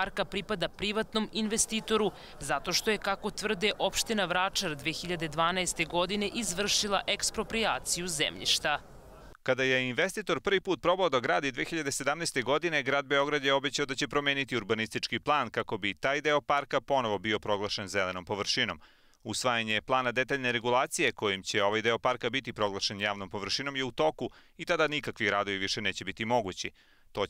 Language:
Serbian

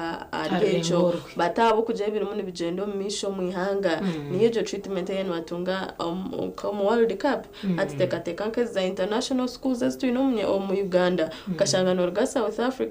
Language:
Nyankole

